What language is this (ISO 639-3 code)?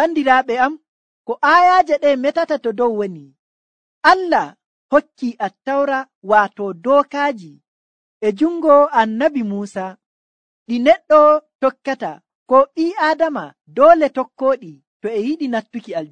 fuv